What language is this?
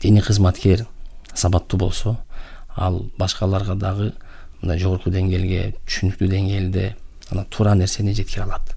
Kyrgyz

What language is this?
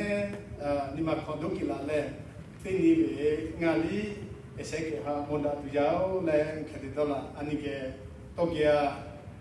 Lahu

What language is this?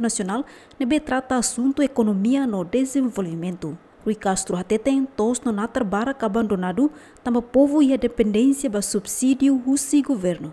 Tetum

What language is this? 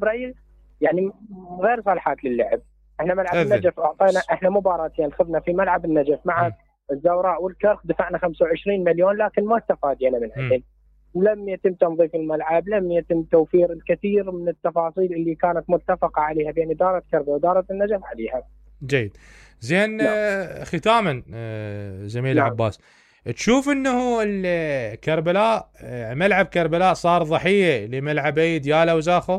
Mesopotamian Arabic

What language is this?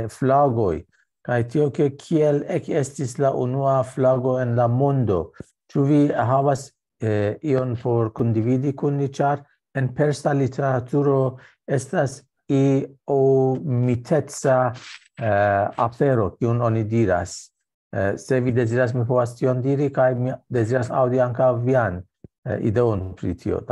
Esperanto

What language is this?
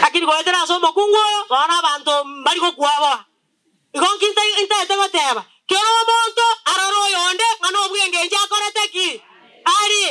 Gusii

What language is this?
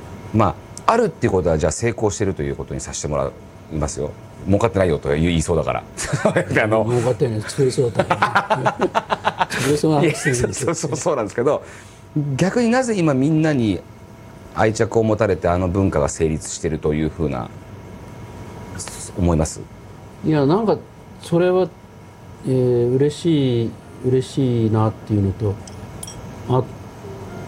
Japanese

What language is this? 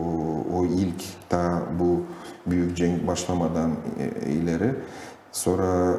Gagauz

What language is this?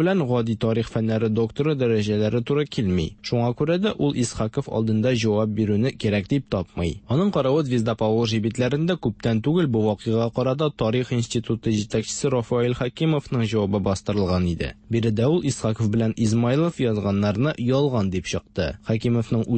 Tatar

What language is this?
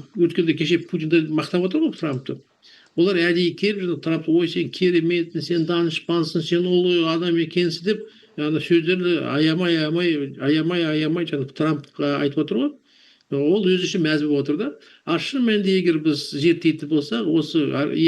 Kazakh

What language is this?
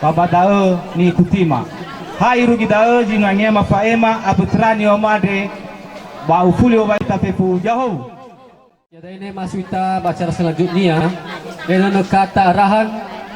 Nias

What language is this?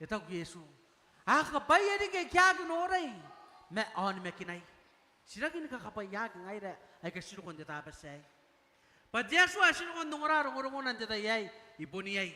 Gilbertese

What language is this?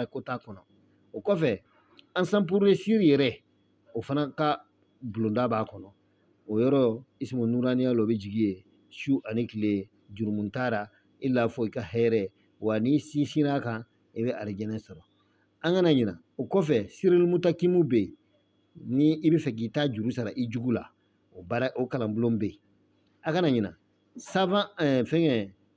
Bambara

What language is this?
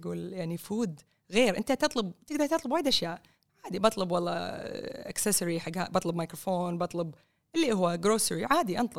Gulf Arabic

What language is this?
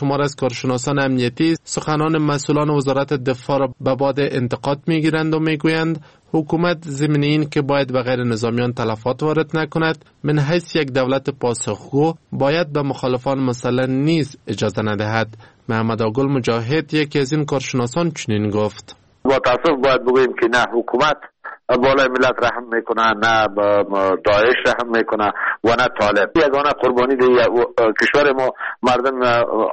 Persian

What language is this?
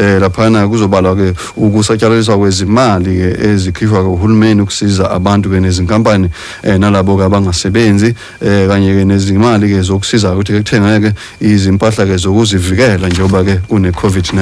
Zulu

